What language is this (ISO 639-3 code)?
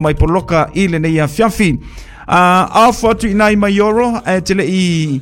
smo